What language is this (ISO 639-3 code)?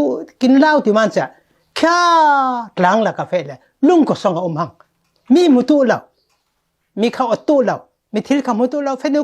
cfm